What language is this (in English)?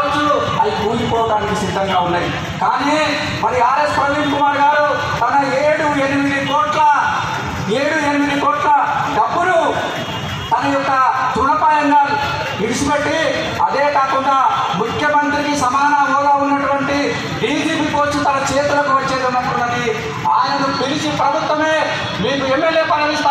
Telugu